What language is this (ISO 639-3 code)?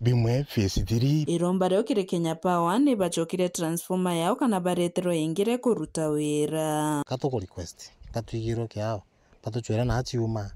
mer